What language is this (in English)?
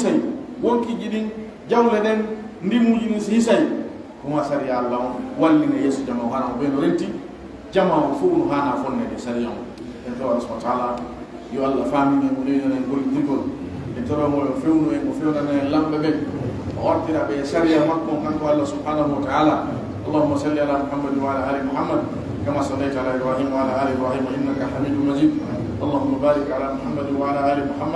Pular